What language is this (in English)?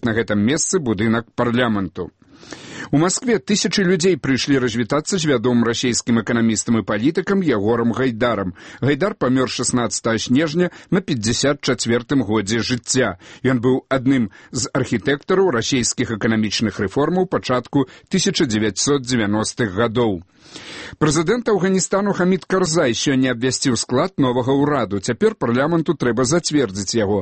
Belarusian